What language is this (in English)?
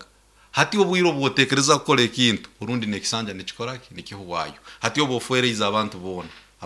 Nyoro